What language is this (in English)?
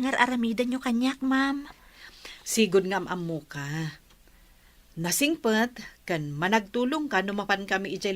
Iloko